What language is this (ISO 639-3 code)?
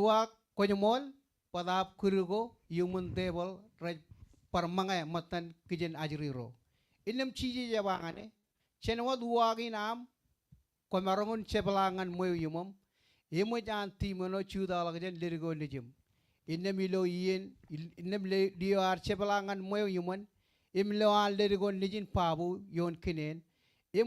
mah